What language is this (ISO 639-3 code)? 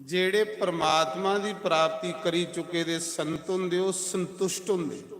doi